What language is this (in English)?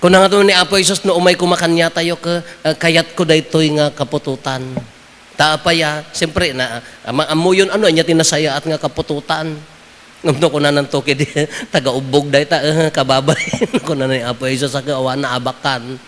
Iloko